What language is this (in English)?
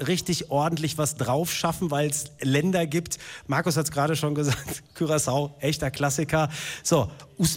German